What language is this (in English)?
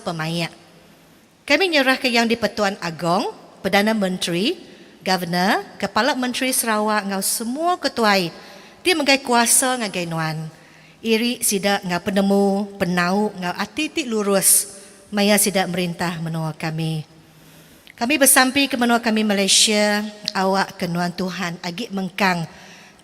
Iban